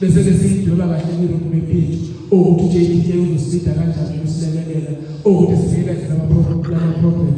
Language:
Zulu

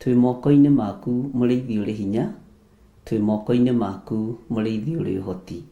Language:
Kikuyu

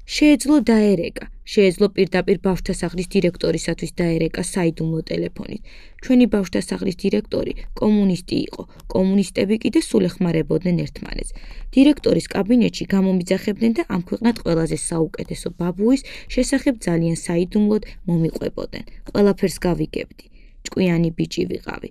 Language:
Georgian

